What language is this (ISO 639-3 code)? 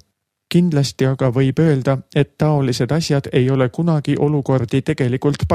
est